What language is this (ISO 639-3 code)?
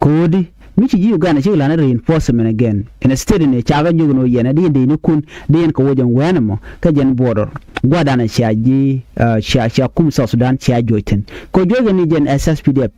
nus